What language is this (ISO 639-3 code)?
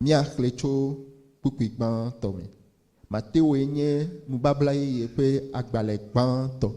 ewe